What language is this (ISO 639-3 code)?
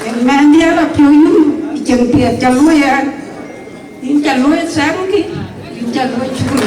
din